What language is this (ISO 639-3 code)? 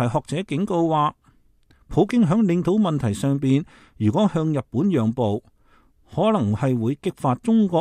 yue